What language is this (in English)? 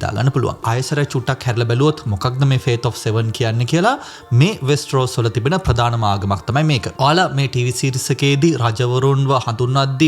Sinhala